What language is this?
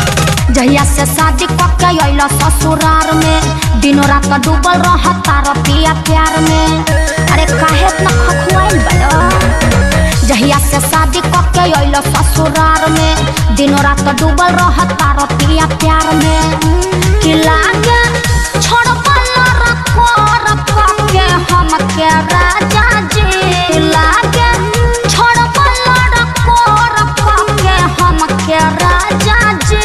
Bhojpuri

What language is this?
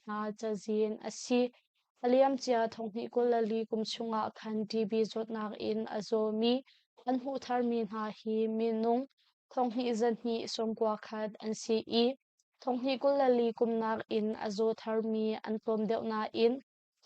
Hakha Chin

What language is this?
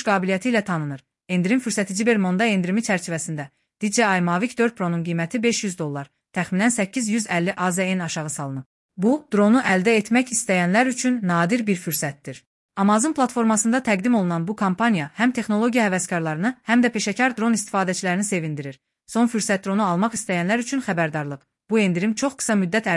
Azerbaijani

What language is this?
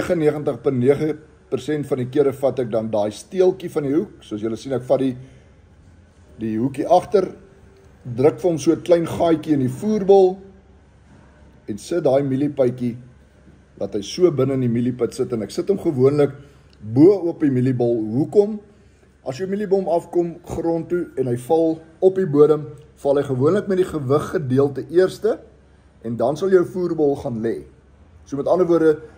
Afrikaans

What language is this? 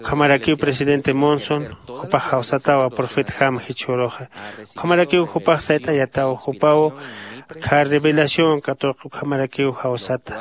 Aymara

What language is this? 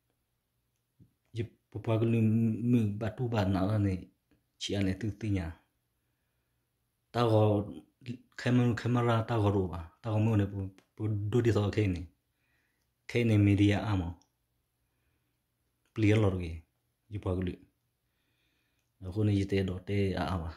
S'gaw Karen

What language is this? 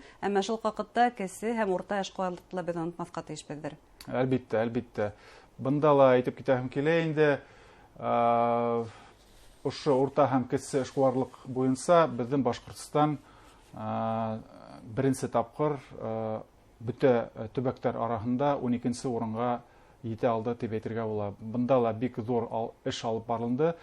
Bashkir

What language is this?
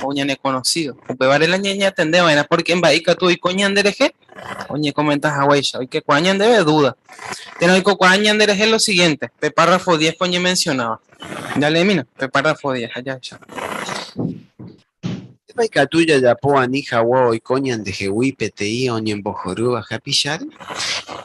Guarani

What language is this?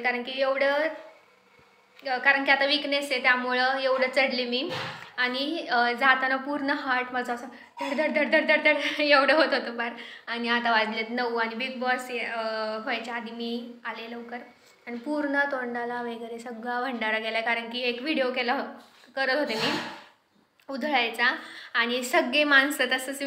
Marathi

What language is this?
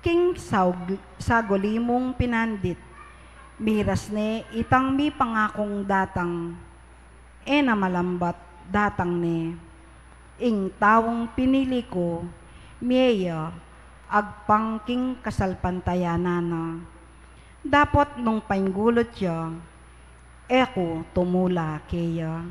Pampanga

